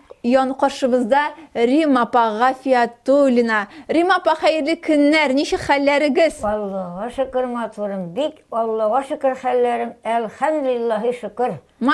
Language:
Tatar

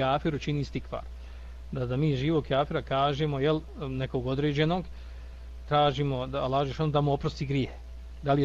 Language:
Bosnian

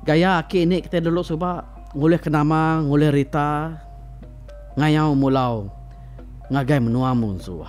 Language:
Iban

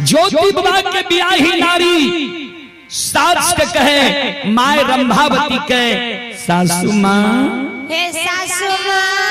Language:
Maithili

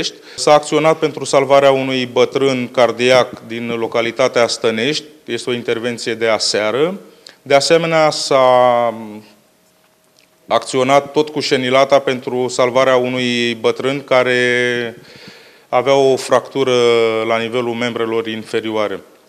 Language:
Romanian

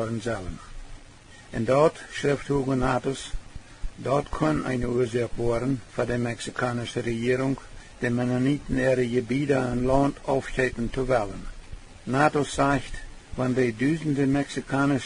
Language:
Plautdietsch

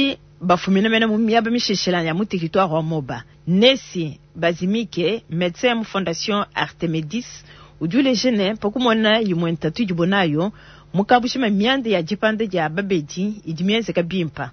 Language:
Luba-Lulua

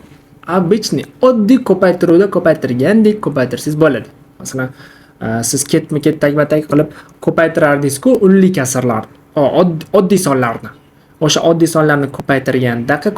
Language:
Uzbek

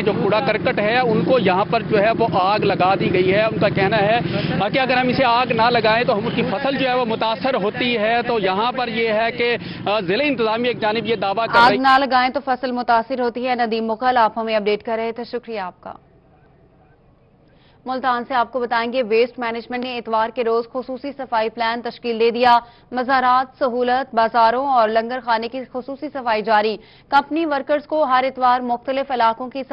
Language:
Urdu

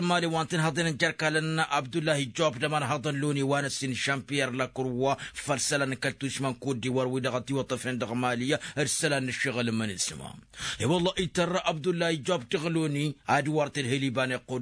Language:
Tamasheq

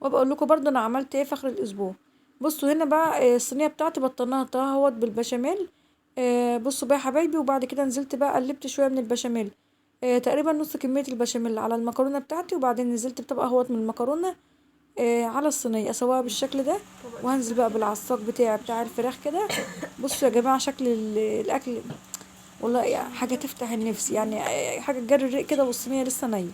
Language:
Egyptian Arabic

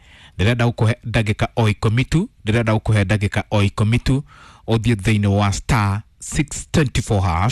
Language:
Kikuyu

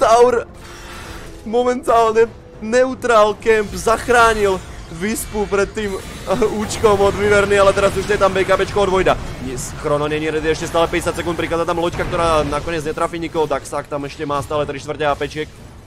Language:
Slovak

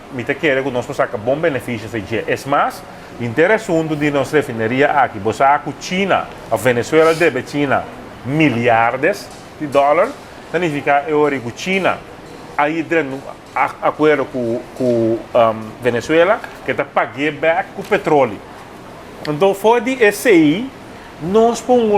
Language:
Papiamento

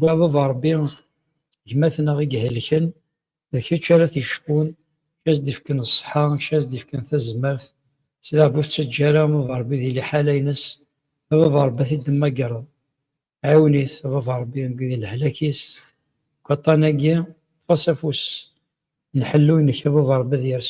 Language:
Kabyle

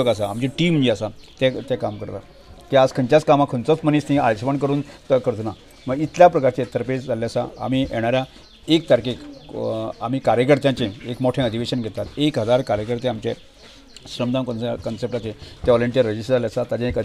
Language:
Konkani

